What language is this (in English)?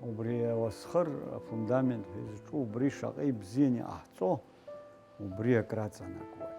Abkhazian